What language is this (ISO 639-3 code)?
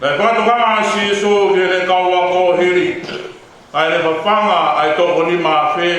ton